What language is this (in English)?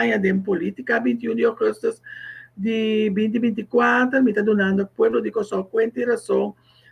Papiamento